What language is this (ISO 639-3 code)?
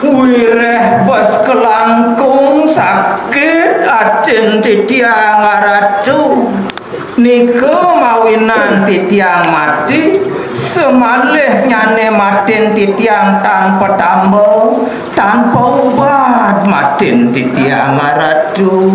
ban